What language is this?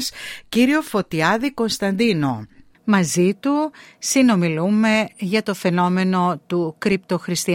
Greek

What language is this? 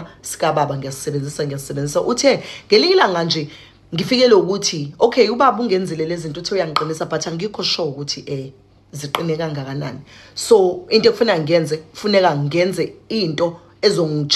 Zulu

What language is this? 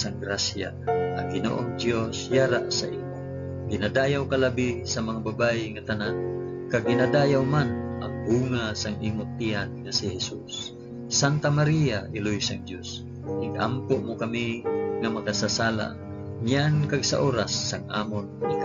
Hiligaynon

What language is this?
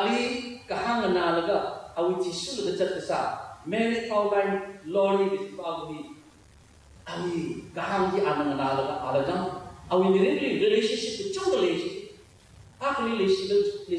Tangkhul Naga (India)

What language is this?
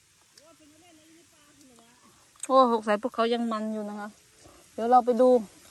Thai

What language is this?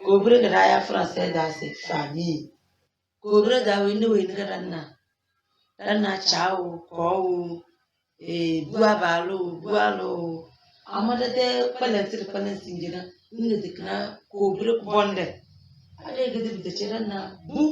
Tem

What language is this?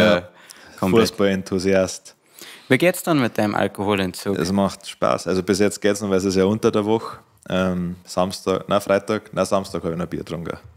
Bavarian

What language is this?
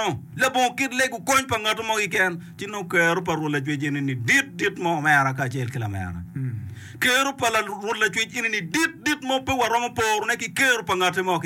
Acoli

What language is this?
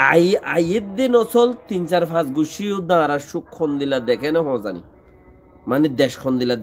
Rohingya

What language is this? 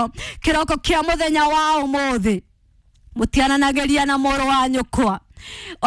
Kikuyu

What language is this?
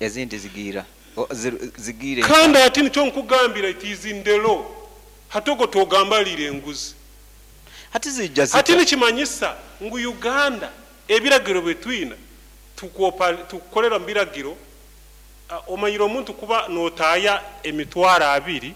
Nyoro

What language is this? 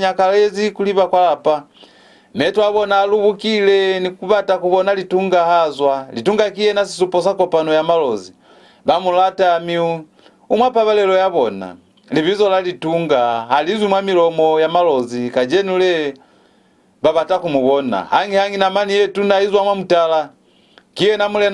Lozi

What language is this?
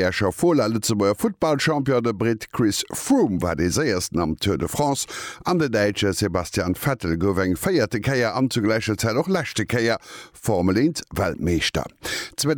Luxembourgish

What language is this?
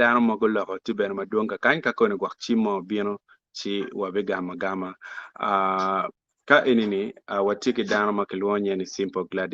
Acoli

